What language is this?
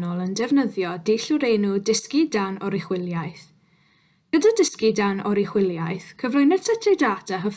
Welsh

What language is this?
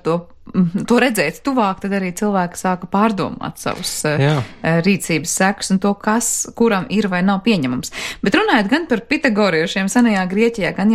Latvian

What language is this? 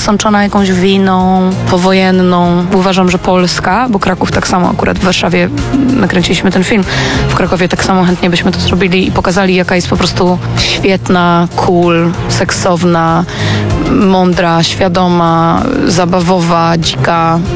Polish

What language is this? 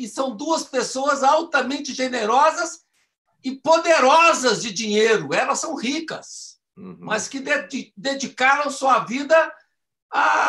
Portuguese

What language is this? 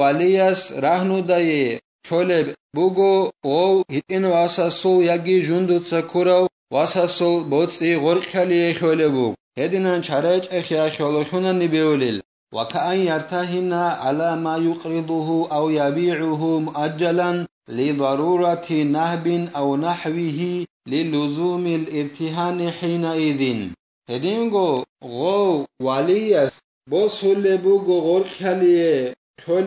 Avaric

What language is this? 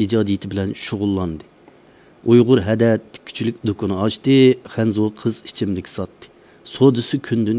Uyghur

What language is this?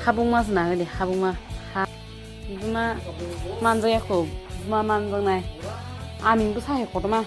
Kok Borok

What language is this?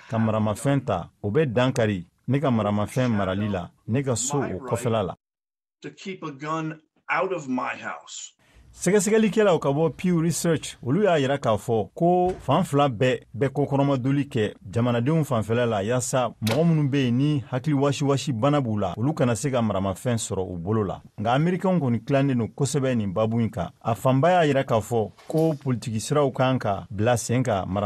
Bambara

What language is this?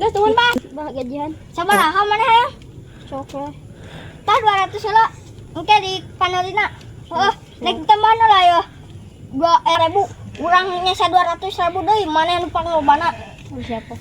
Sundanese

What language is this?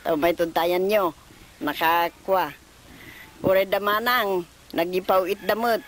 Iloko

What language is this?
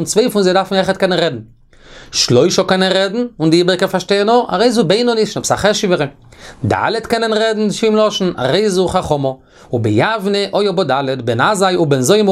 Yiddish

